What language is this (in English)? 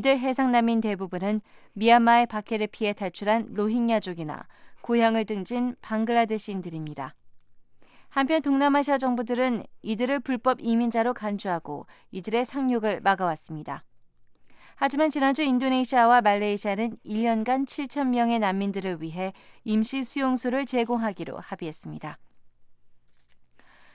Korean